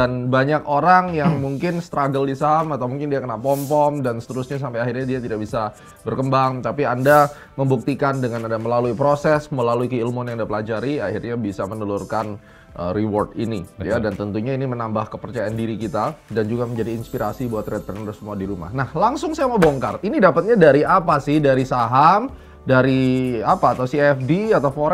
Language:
Indonesian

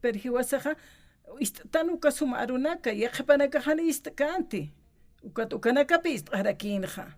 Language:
Aymara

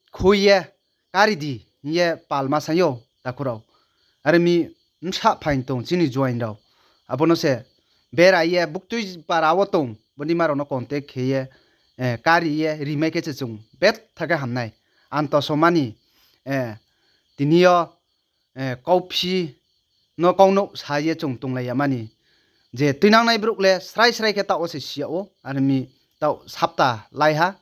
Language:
Riang (India)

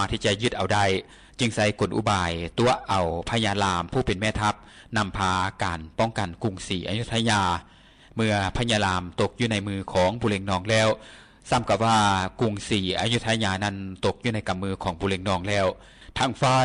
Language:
Lao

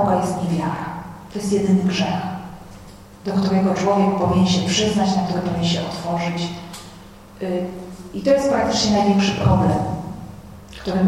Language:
Polish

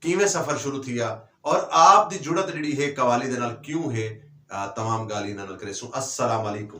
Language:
Saraiki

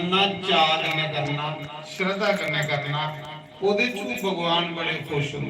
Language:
Dogri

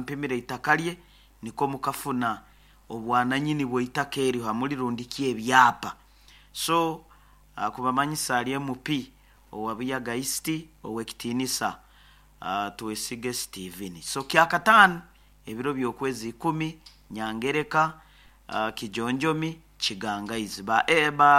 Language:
Nyoro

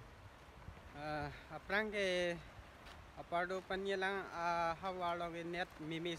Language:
Karbi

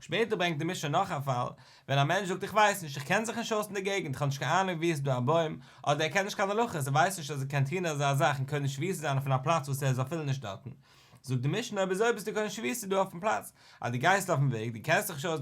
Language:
Yiddish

